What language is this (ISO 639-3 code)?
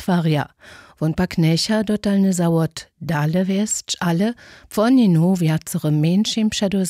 hsb